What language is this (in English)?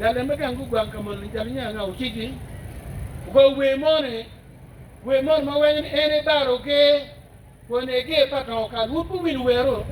Acoli